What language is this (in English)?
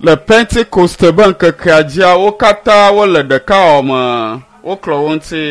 Ewe